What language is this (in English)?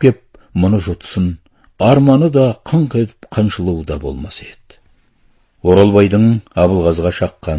Kazakh